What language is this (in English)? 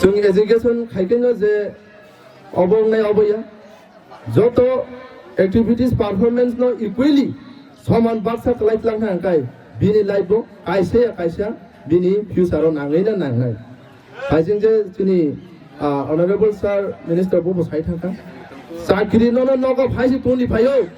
Kok Borok